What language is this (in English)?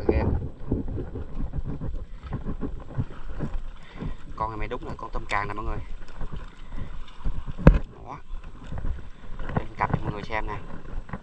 Vietnamese